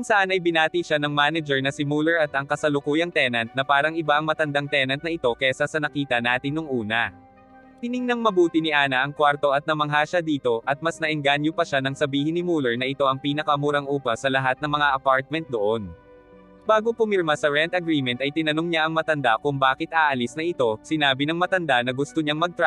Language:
Filipino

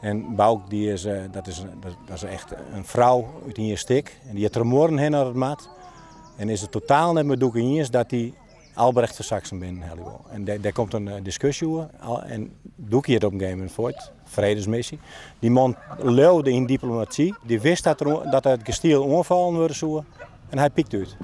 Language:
Western Frisian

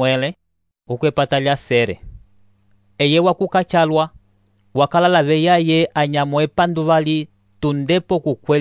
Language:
Umbundu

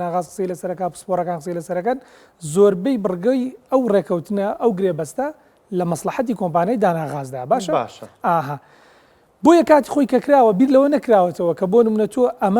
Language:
Central Kurdish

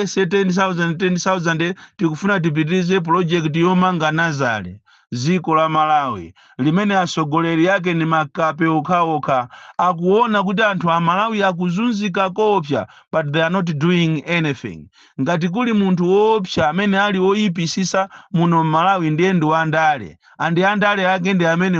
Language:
Nyanja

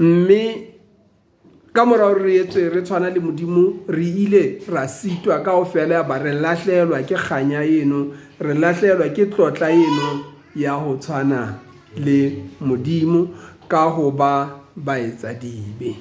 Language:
Southern Sotho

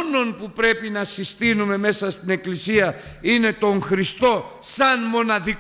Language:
Greek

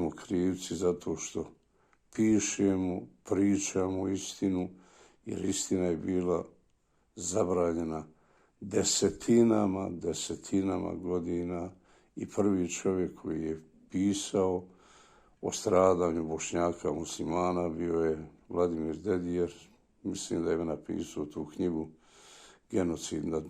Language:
Bosnian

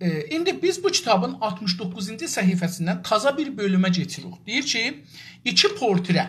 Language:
South Azerbaijani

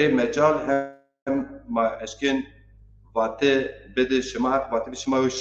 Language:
Zaza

